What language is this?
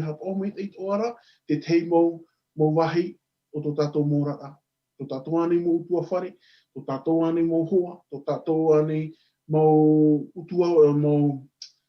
Tahitian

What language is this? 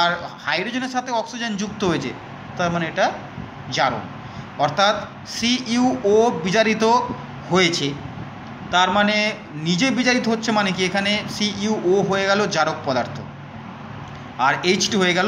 Bangla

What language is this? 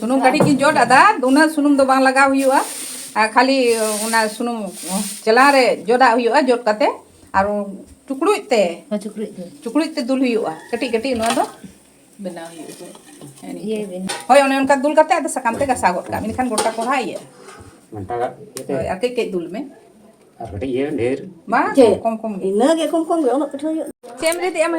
Santali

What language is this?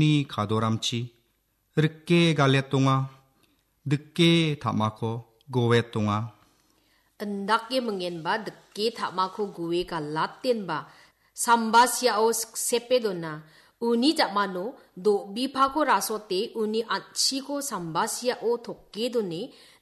Garo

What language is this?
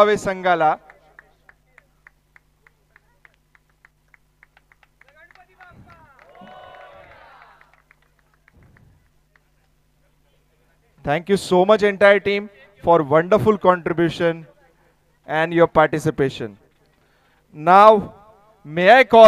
Marathi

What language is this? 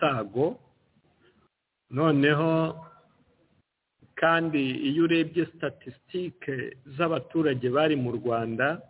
Kinyarwanda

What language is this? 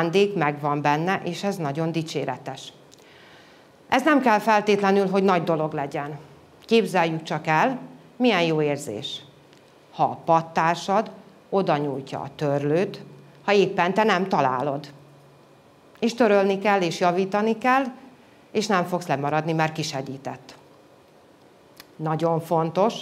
Hungarian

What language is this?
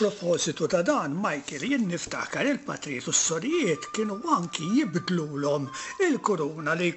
Maltese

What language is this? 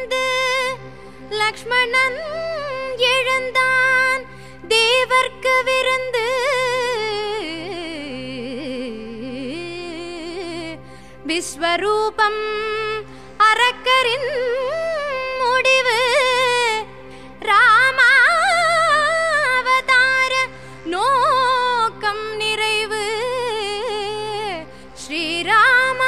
Tamil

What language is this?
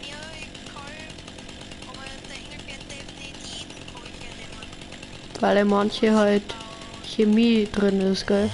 Bavarian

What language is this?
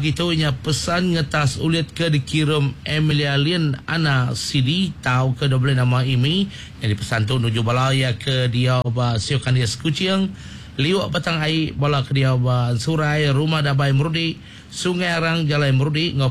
Iban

